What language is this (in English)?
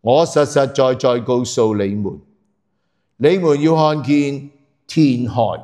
Cantonese